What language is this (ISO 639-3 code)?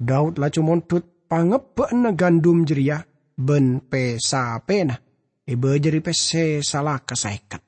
mad